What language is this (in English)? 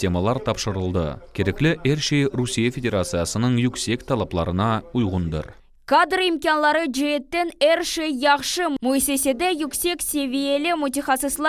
Crimean Tatar